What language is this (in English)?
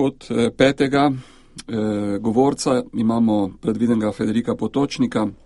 Slovenian